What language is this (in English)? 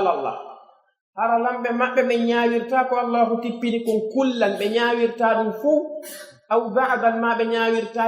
Pular